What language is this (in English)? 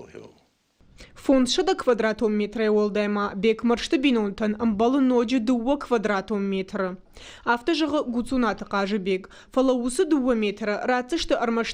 Ossetic